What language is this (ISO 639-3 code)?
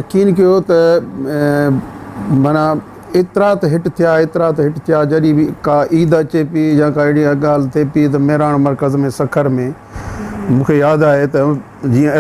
snd